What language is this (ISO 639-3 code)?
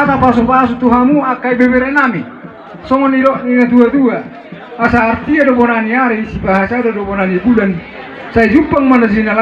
bbc